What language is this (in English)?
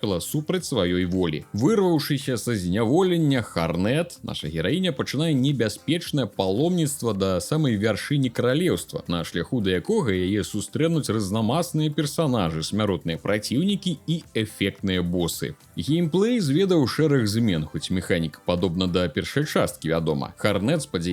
Belarusian